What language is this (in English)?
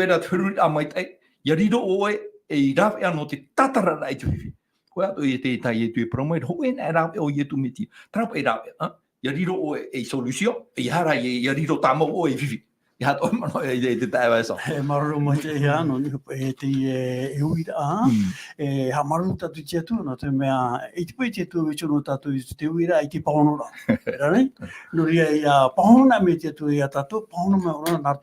Tahitian